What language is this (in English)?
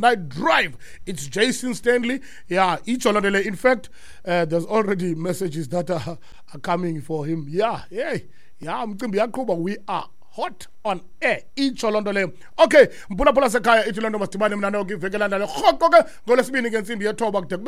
Xhosa